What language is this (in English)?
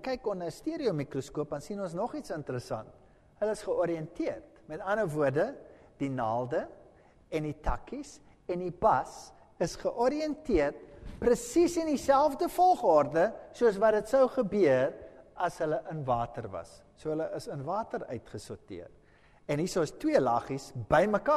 Afrikaans